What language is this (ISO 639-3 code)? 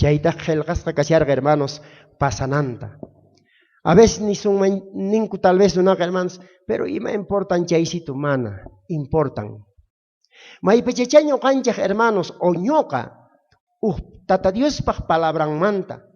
quh